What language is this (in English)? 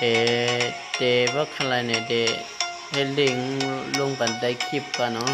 Shan